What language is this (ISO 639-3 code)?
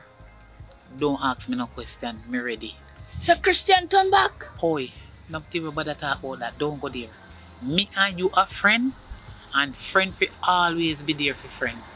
jam